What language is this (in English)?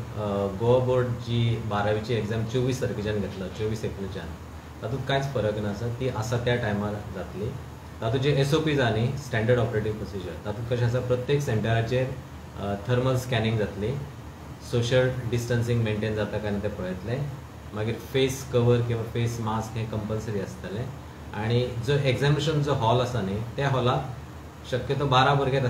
Konkani